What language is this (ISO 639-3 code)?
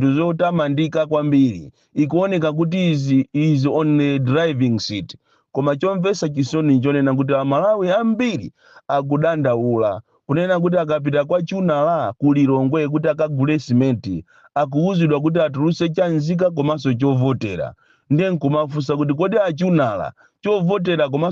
nya